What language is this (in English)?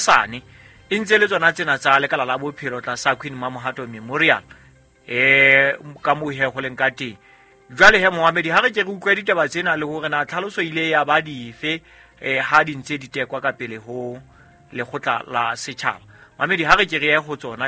Southern Sotho